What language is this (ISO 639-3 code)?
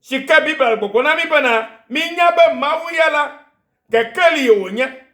ewe